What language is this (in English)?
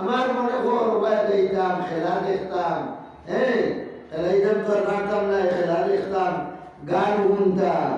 Sylheti